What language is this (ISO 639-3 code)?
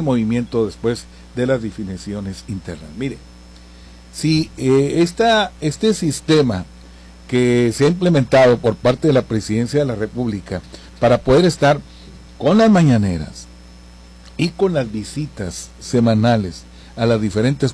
spa